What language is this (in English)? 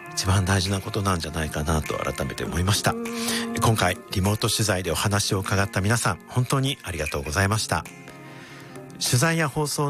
Japanese